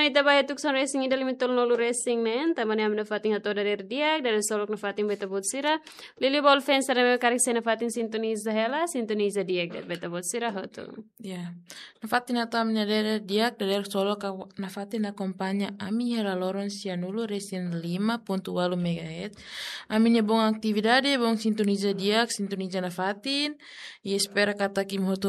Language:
Tetum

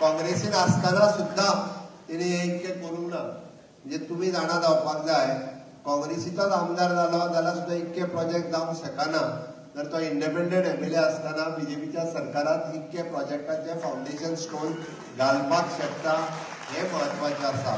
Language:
Konkani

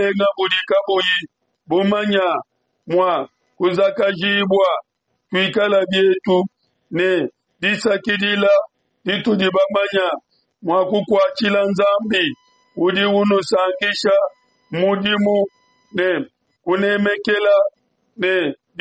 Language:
Luba-Lulua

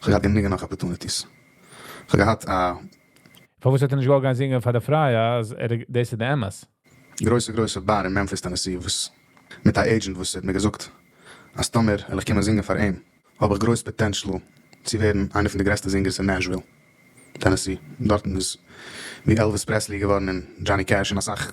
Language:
Yiddish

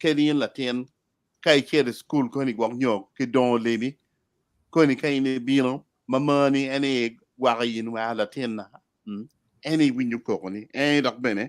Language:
Acoli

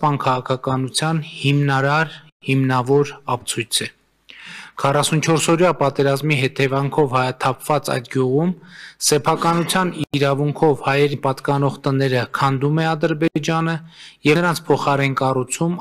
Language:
Armenian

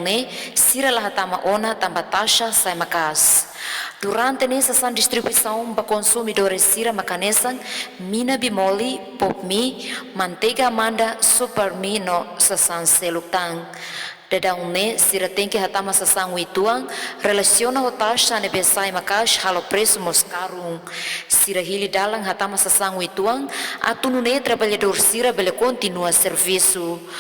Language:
Tetum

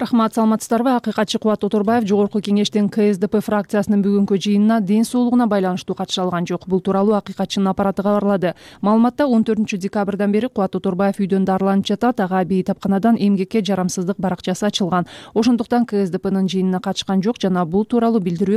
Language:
Kyrgyz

